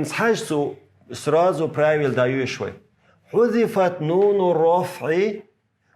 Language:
Chechen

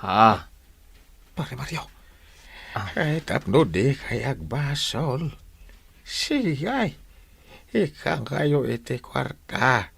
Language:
Iloko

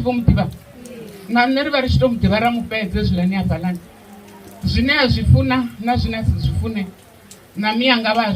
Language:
Venda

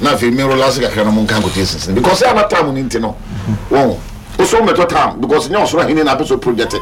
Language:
Akan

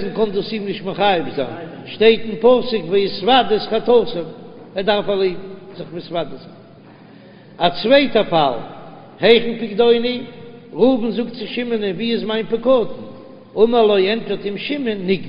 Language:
Yiddish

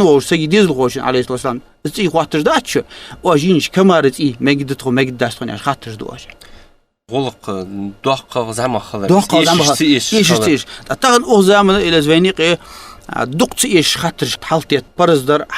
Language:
Ingush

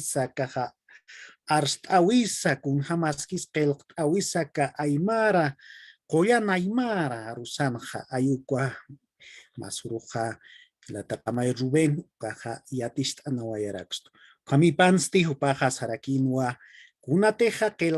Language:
Aymara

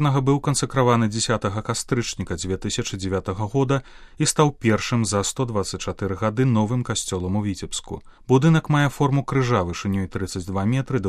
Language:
Belarusian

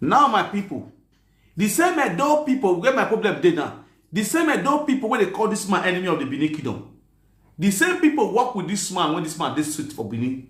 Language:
Nigerian Pidgin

